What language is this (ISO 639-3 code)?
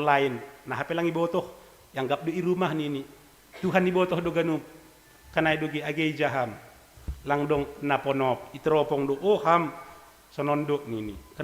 bts